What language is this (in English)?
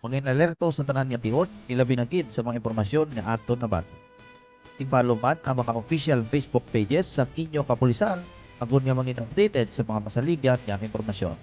Hiligaynon